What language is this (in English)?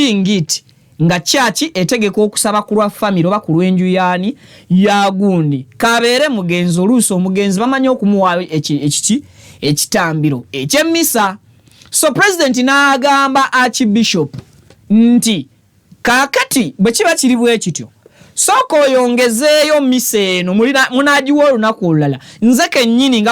Ganda